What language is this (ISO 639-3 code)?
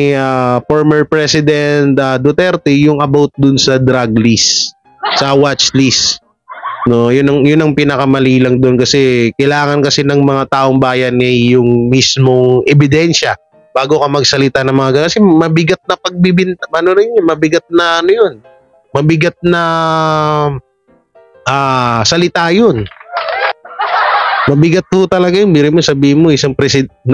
fil